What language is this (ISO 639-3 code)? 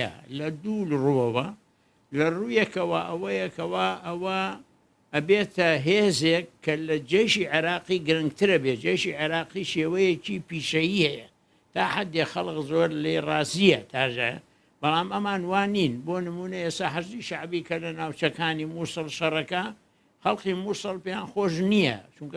ckb